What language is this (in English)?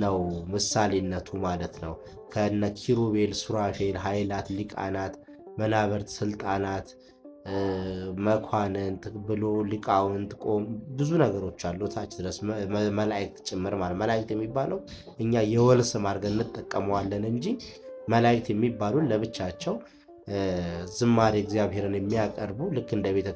Amharic